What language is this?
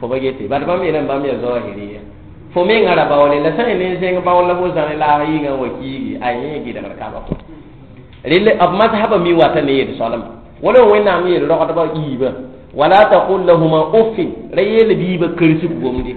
Mossi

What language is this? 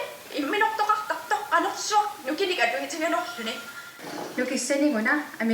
Kalaallisut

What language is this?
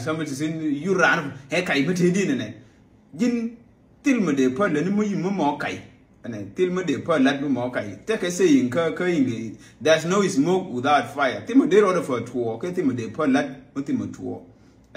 Nuer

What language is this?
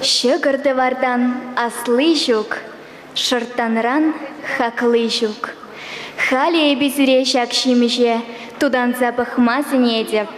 Chuvash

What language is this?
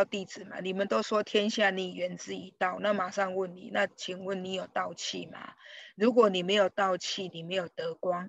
Chinese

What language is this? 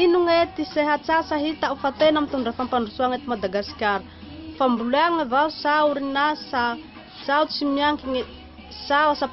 Malagasy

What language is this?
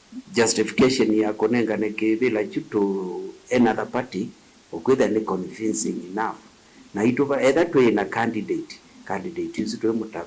Kamba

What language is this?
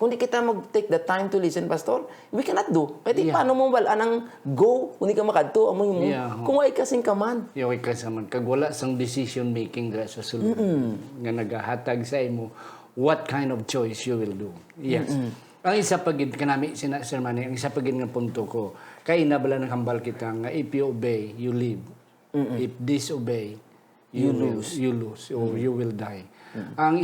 Hiligaynon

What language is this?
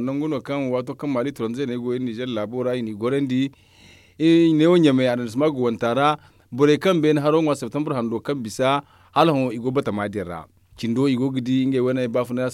Zarma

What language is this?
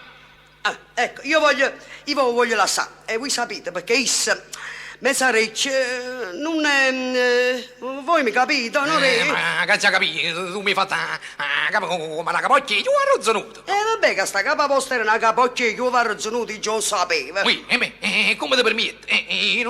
Neapolitan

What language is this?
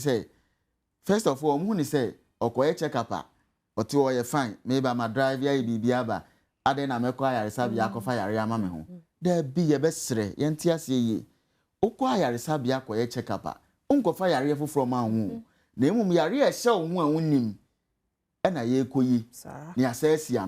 Akan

